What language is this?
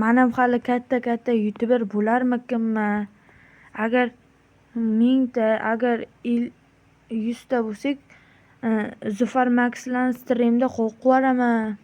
Uzbek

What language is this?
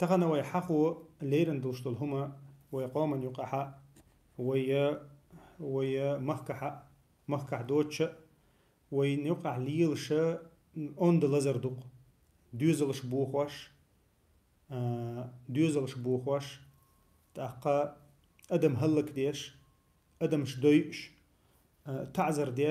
Chechen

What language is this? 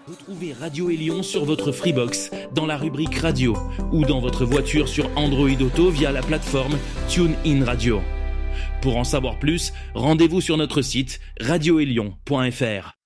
French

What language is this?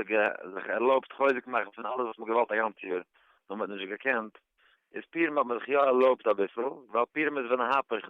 Yiddish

